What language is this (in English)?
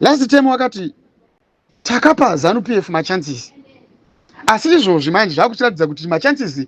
Shona